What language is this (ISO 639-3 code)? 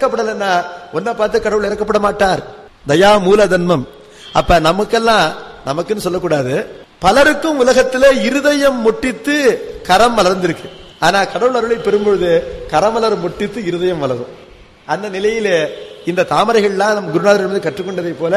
tam